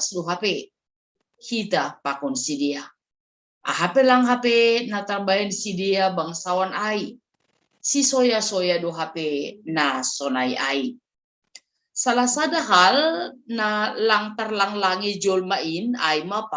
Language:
Batak Simalungun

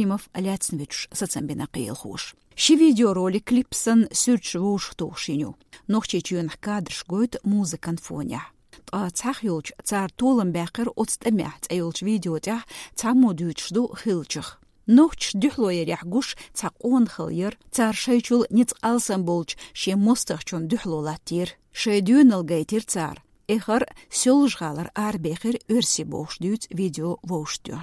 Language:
Chechen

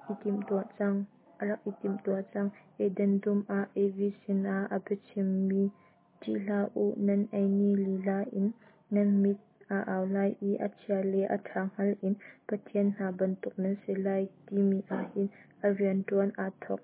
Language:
Hakha Chin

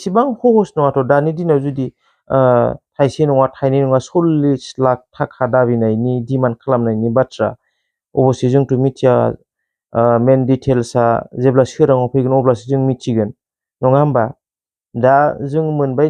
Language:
Bodo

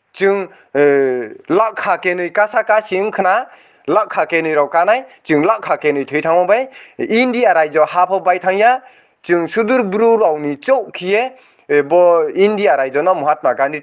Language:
Riang (India)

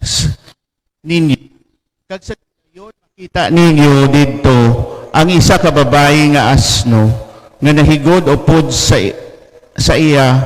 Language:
Hiligaynon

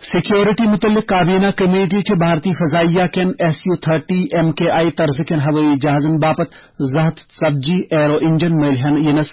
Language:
Kashmiri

